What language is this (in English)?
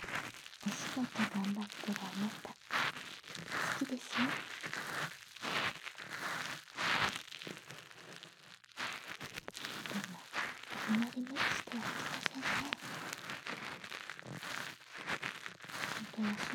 Japanese